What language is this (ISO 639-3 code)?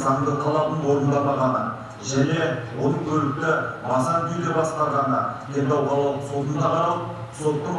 kaz